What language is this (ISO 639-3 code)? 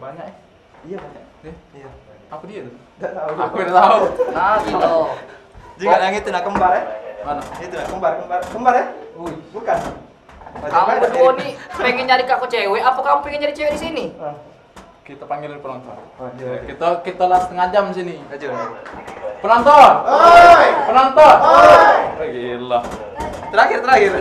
mui